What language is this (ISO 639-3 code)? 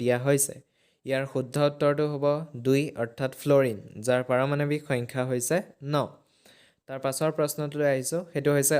asm